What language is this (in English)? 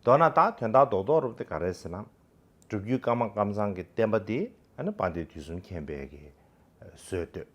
Tibetan